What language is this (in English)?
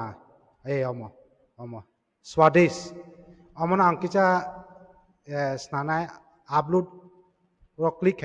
Kok Borok